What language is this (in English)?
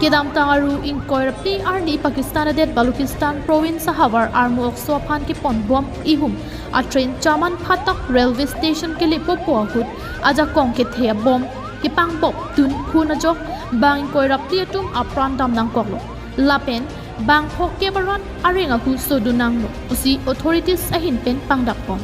Karbi